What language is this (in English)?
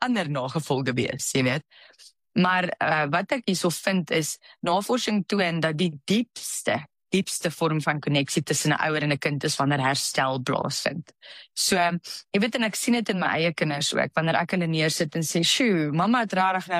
Afrikaans